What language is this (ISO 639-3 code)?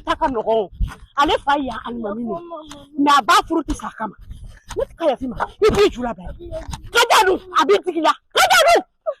bam